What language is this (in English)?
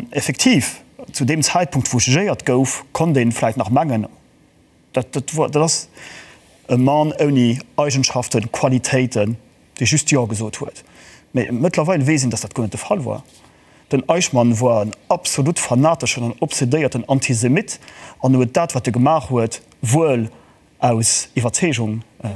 Luxembourgish